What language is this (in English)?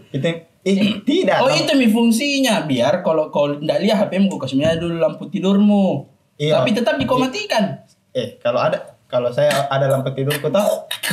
Makassar Malay